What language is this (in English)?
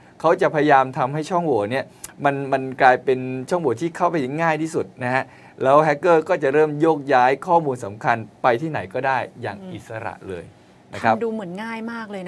Thai